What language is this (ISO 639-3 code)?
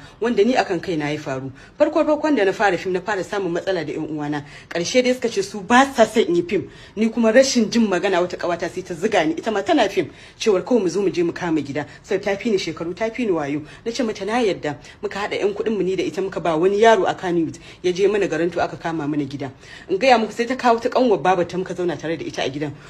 hau